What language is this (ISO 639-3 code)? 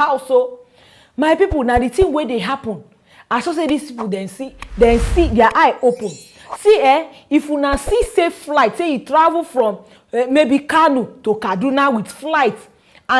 pcm